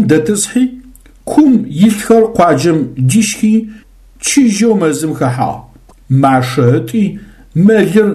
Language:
Adyghe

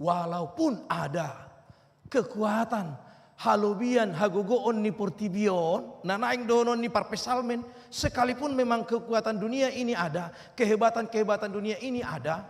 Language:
Batak Toba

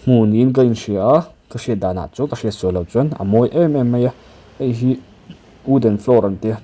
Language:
Mizo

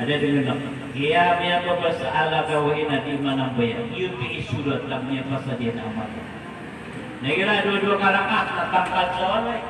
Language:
Maranao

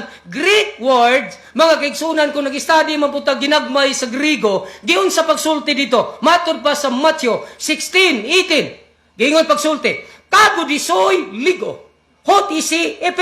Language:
Cebuano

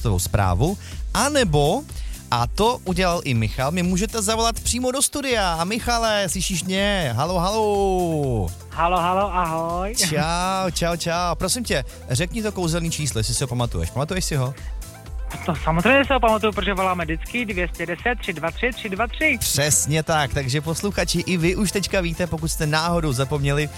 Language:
Czech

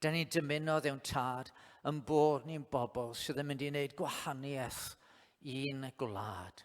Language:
Welsh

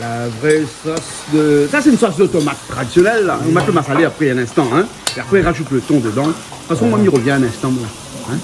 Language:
Réunion Creole French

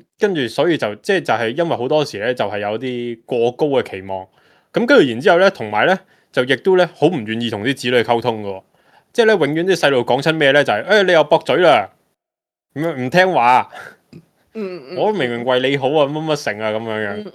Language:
Cantonese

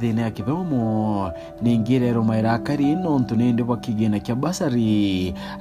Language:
Meru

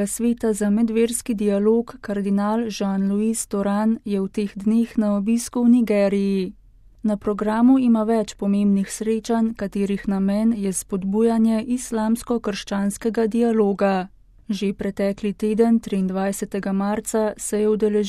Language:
Slovenian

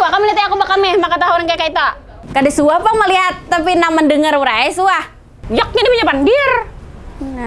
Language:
Banjar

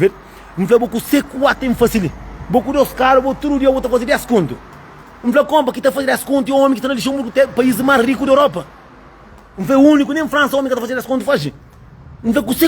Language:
Kabuverdianu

